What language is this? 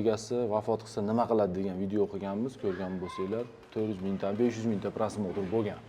Uzbek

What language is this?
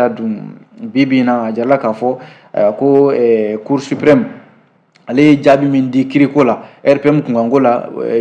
Bambara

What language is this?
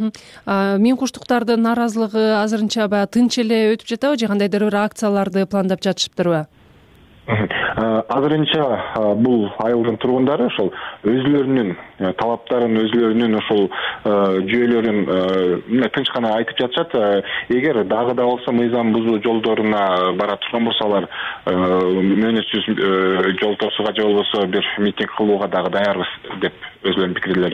Kyrgyz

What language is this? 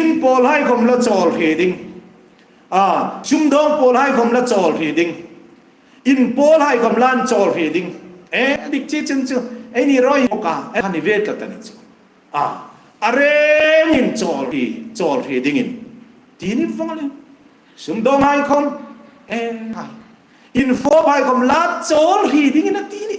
Hmar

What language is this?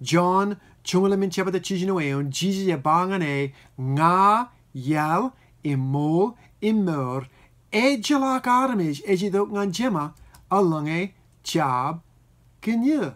Marshallese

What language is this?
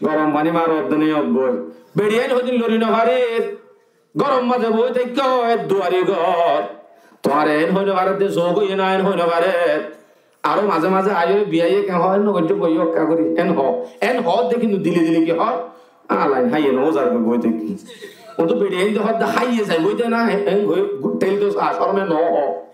Rohingya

